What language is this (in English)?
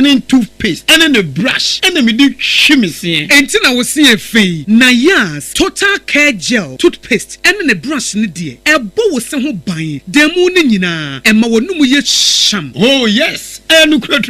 Akan